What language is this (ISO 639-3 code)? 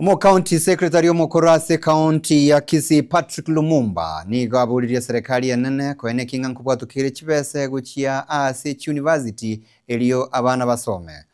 guz